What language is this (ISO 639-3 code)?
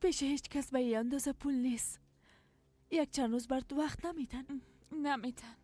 fas